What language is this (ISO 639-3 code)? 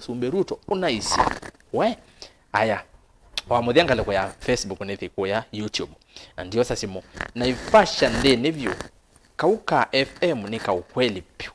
kam